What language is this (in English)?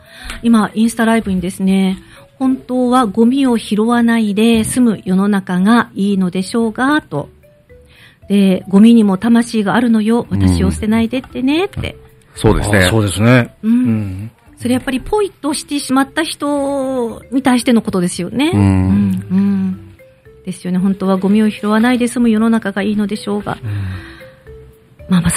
Japanese